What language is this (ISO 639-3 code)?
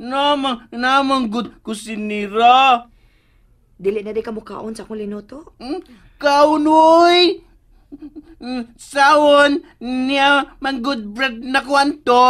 ceb